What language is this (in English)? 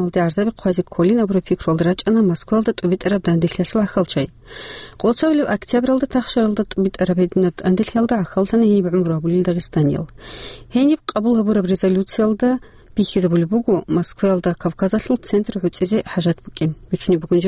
Avaric